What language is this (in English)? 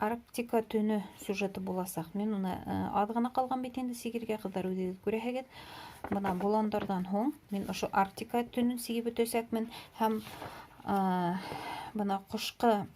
Bashkir